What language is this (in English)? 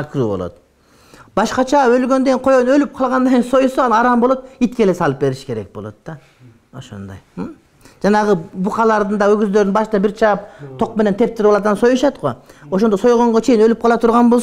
Kyrgyz